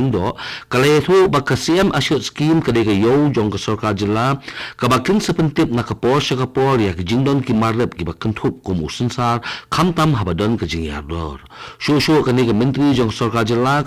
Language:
Khasi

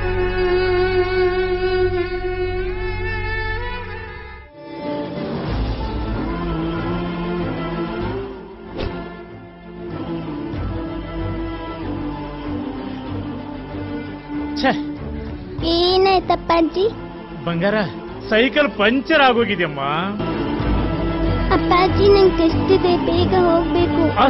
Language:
Kannada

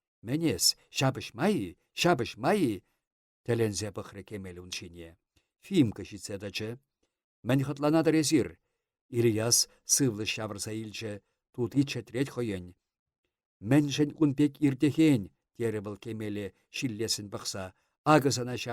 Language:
Chuvash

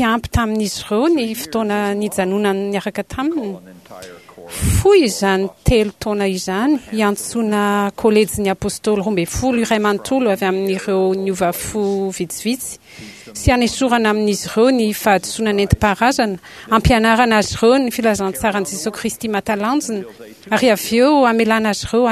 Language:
Malagasy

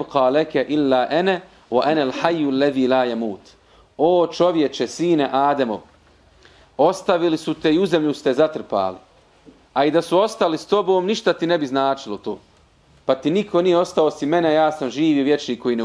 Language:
Bosnian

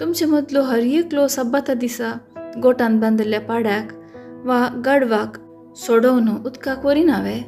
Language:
Konkani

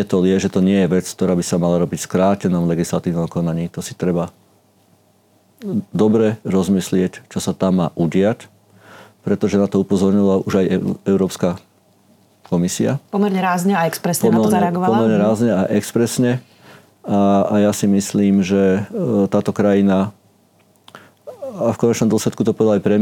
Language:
Slovak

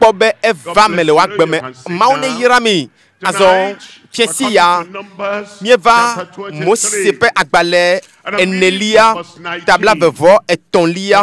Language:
Ewe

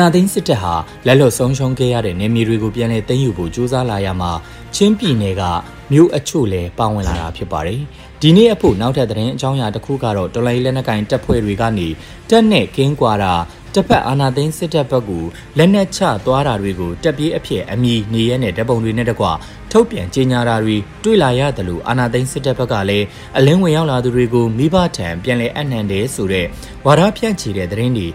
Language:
Burmese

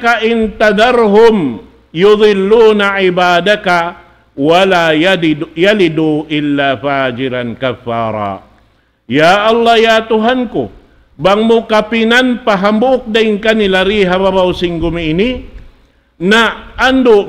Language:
Tausug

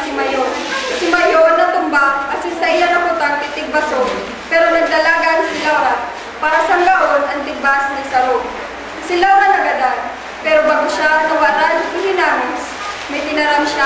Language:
Bikol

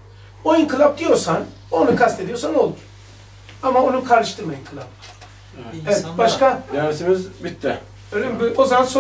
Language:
Turkish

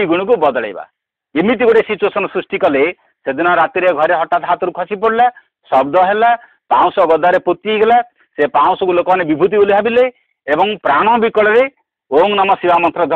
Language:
Odia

